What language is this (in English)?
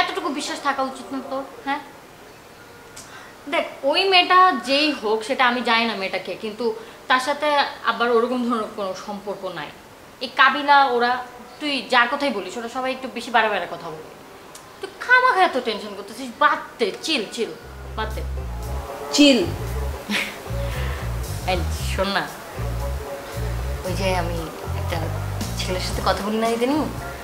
Bangla